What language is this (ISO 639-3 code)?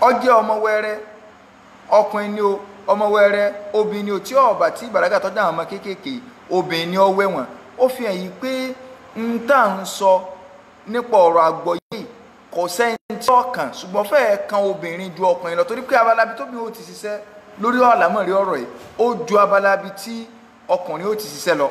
yor